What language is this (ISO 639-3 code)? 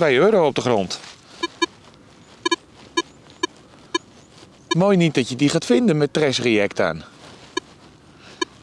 nld